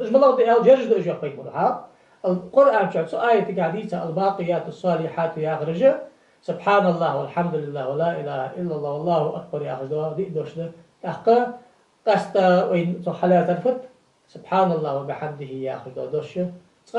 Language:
Ingush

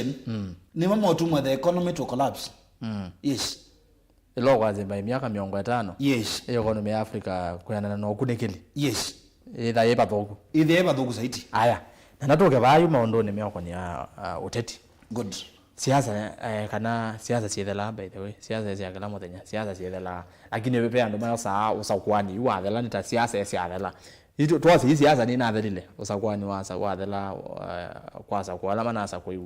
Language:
Kamba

